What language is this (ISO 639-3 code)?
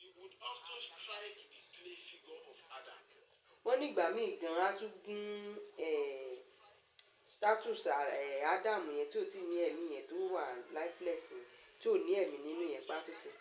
yor